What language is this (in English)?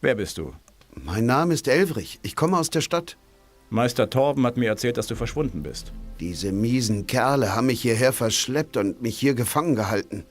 Bavarian